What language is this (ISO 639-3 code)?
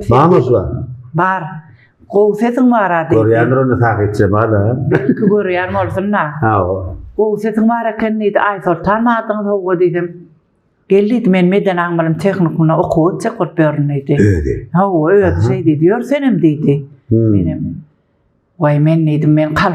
tuk